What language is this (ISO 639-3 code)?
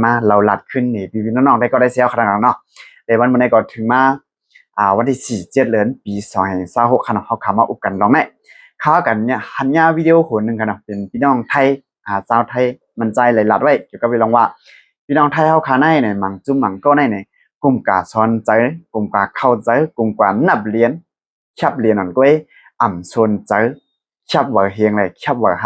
shn